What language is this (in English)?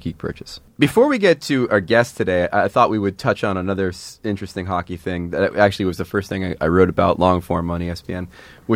English